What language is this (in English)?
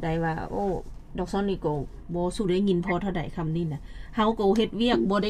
Lao